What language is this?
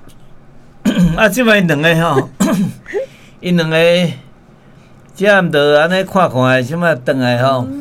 Min Nan Chinese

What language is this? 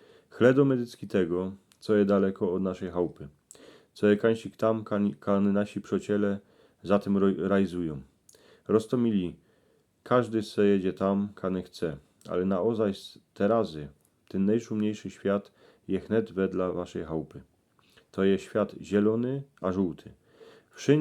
Silesian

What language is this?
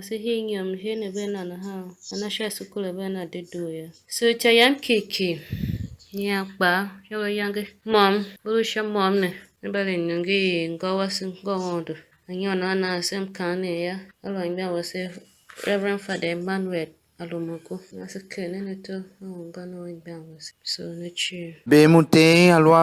Tiv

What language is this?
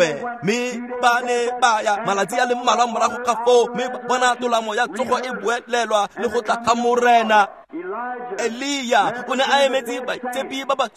Tswana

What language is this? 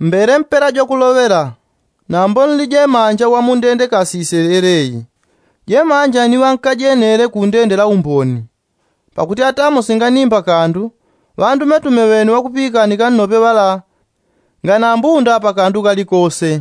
Yao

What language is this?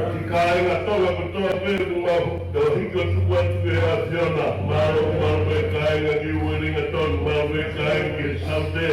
Tongan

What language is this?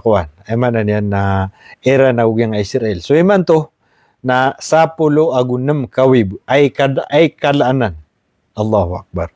Maranao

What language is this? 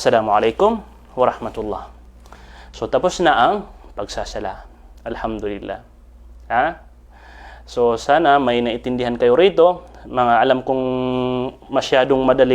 Maranao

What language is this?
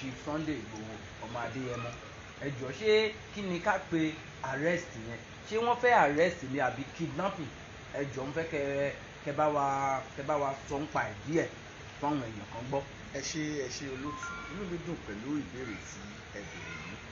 Yoruba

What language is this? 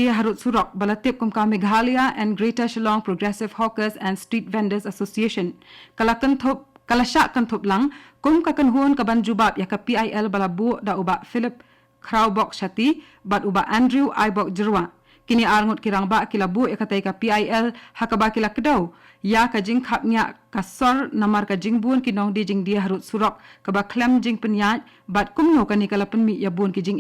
Khasi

